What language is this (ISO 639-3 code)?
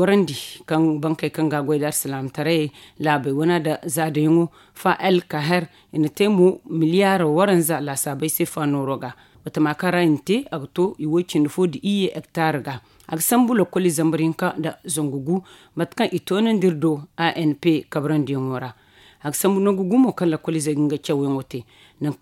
dje